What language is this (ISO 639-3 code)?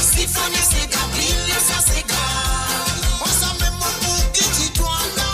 mfe